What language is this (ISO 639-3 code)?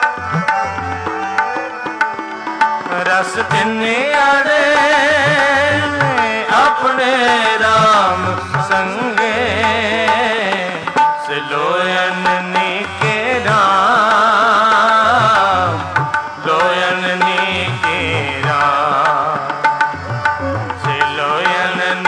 pan